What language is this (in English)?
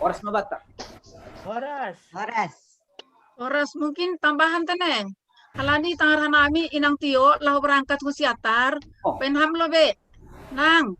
Batak Simalungun